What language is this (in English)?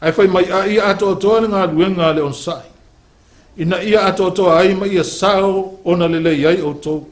Samoan